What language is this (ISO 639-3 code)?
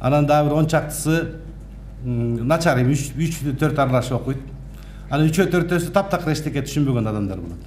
kir